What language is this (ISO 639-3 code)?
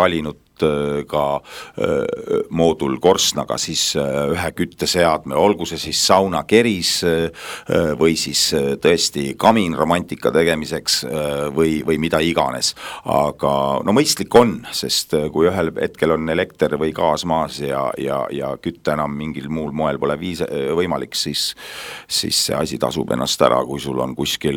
est